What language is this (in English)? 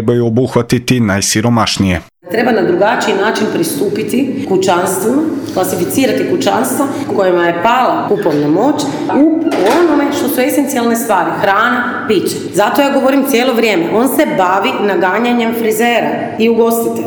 Croatian